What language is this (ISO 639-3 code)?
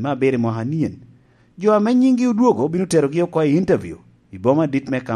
laj